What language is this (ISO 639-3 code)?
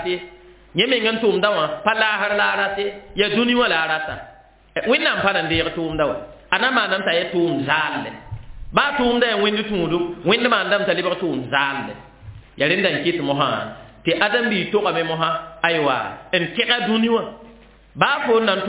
mos